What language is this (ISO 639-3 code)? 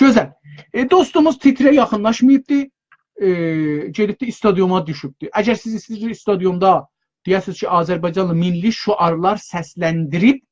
azb